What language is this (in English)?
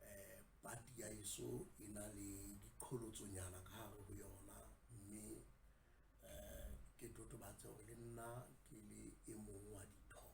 Southern Sotho